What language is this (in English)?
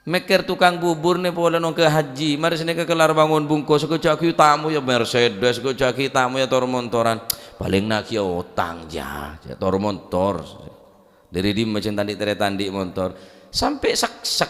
Madurese